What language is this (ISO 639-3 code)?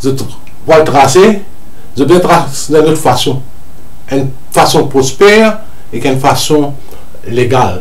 mfe